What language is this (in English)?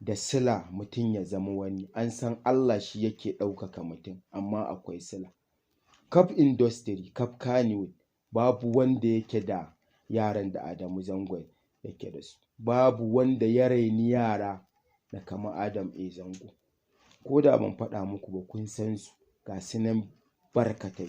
Hausa